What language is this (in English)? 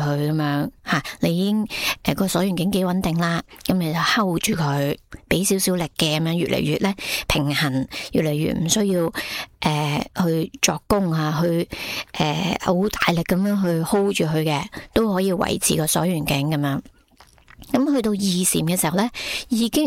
Cantonese